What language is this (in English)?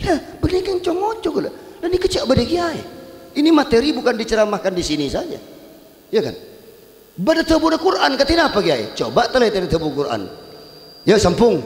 Madurese